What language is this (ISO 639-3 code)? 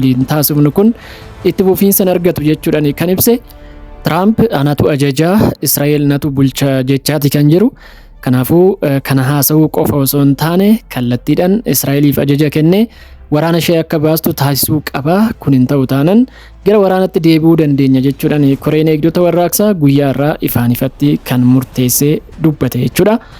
orm